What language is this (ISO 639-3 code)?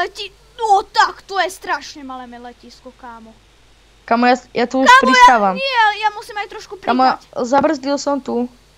slk